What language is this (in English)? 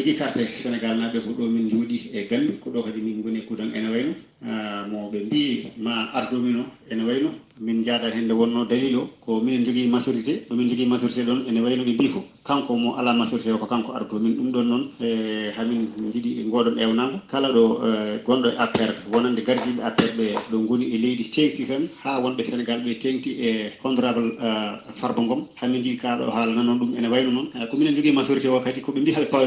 Fula